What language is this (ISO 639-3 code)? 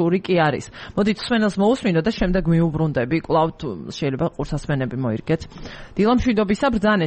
kat